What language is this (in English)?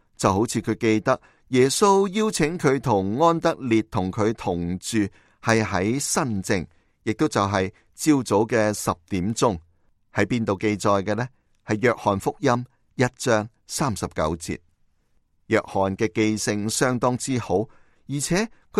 Cantonese